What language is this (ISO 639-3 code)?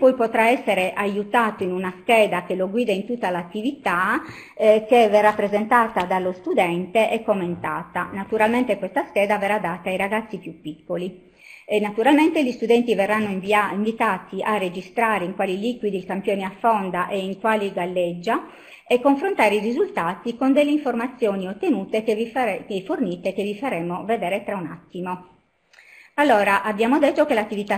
ita